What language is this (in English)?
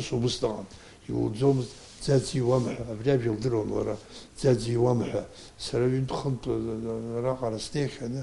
Abkhazian